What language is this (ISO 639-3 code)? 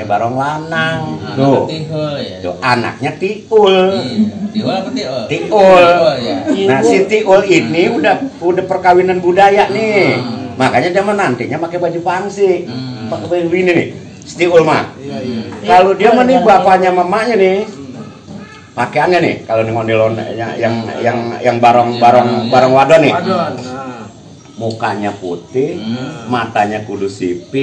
bew